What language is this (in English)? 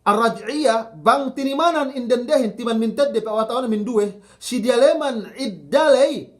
Yakan